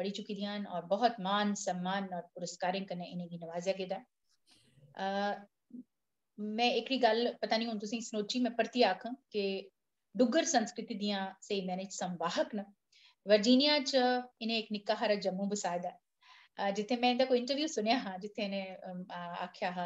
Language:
Dogri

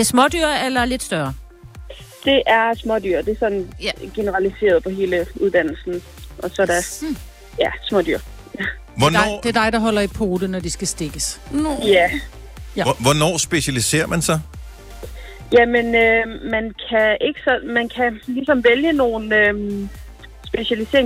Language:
Danish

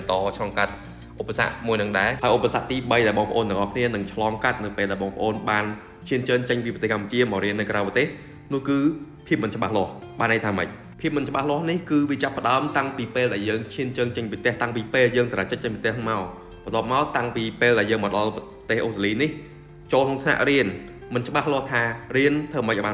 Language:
Khmer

